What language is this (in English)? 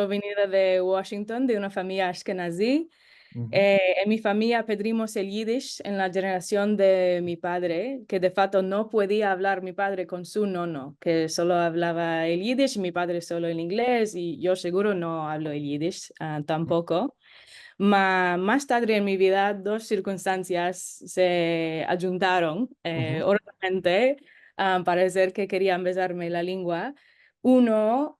Ladino